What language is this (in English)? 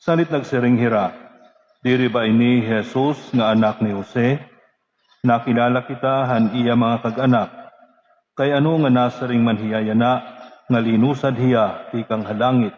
Waray